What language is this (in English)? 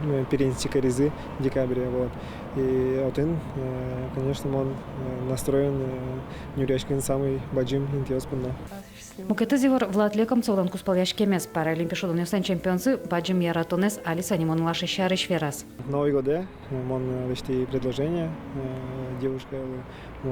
Udmurt